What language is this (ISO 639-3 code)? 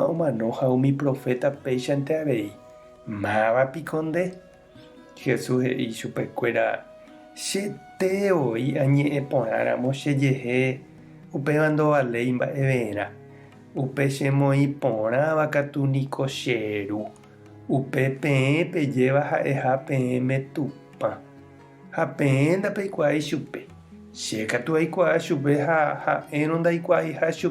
grn